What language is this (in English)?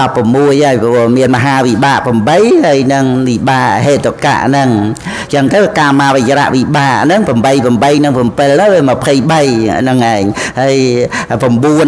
Khmer